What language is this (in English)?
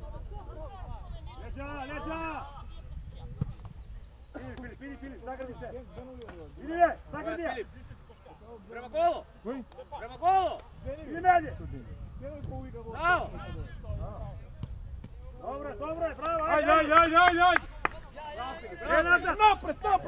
Macedonian